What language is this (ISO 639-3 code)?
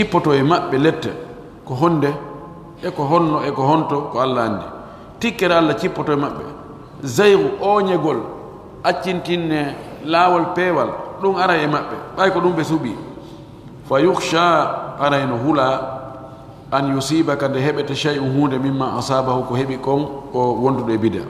fuf